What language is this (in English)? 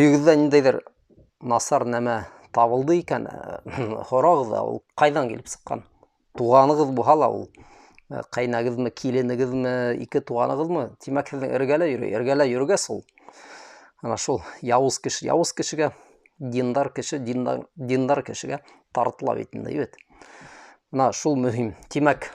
Bashkir